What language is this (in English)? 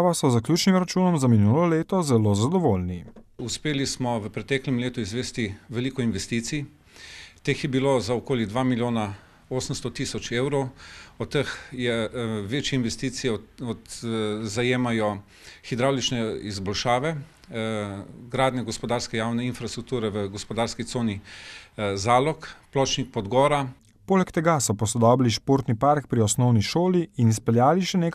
Slovenian